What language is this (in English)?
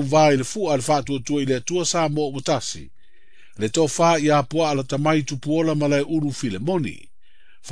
Samoan